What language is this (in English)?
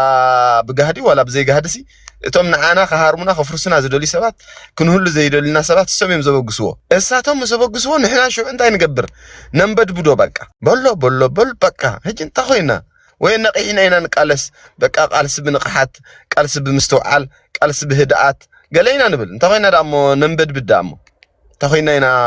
Tigrinya